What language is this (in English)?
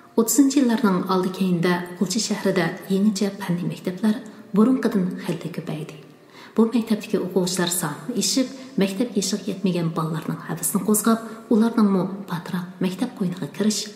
Uyghur